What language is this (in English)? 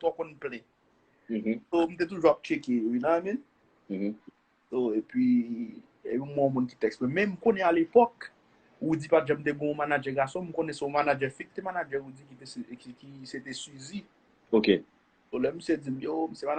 Haitian Creole